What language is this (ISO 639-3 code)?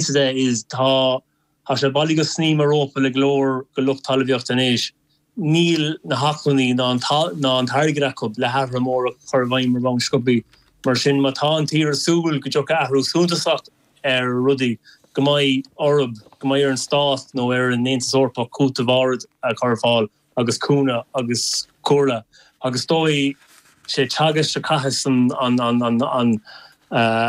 gle